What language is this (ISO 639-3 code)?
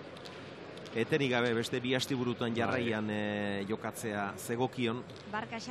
eus